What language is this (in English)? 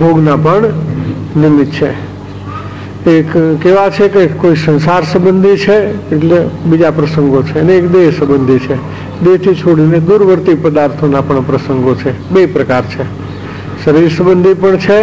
Gujarati